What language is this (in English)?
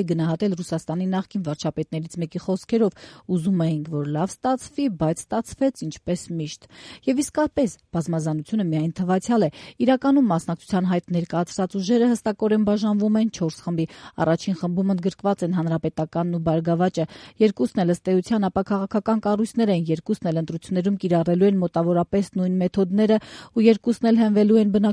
Armenian